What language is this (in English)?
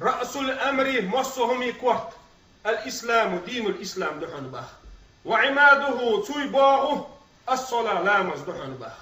Chechen